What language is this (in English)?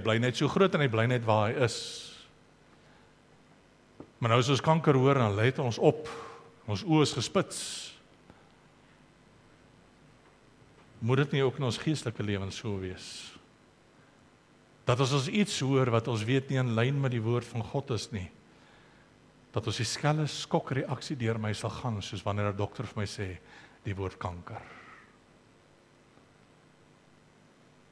Afrikaans